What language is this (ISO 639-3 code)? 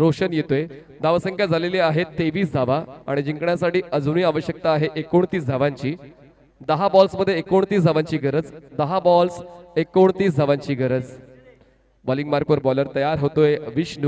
mar